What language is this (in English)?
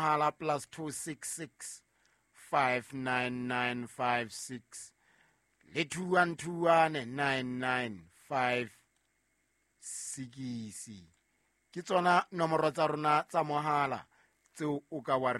Southern Sotho